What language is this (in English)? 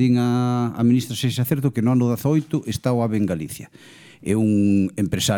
Galician